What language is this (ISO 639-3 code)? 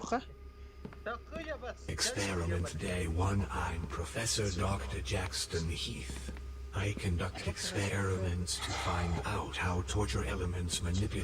sah